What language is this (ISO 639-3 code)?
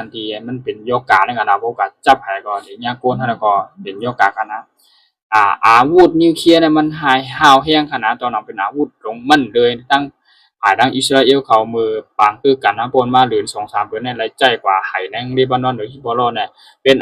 shn